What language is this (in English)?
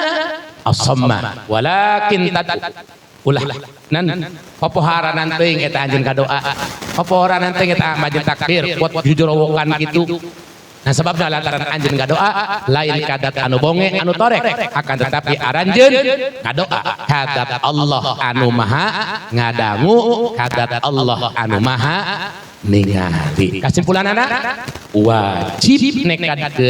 Sundanese